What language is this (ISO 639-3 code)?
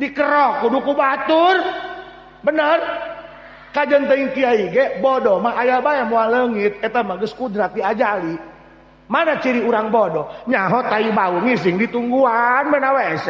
sun